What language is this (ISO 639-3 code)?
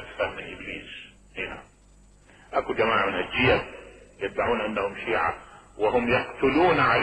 acm